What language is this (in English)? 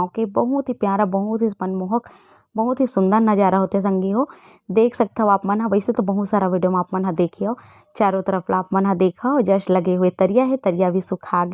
Chhattisgarhi